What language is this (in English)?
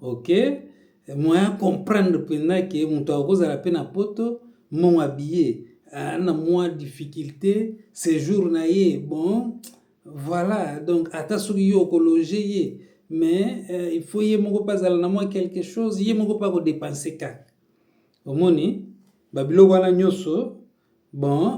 Lingala